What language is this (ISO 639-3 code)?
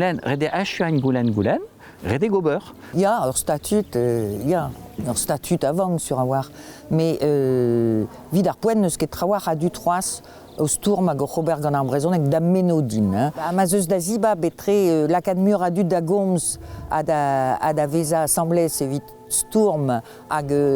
bre